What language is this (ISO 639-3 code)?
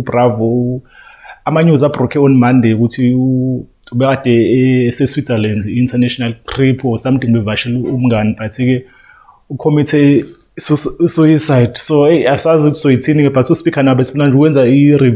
zul